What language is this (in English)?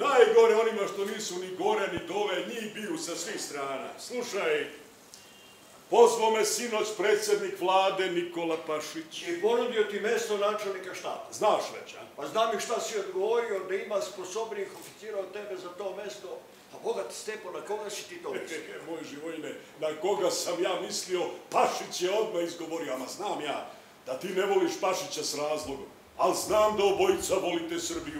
Serbian